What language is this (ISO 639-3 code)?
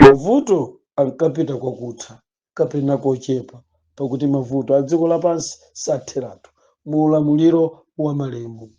nya